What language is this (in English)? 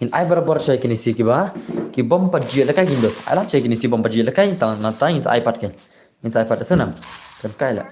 Khasi